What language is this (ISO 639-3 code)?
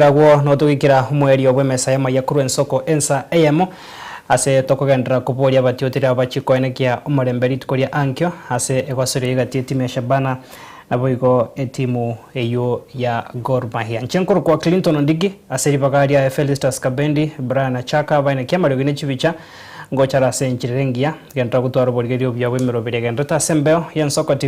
guz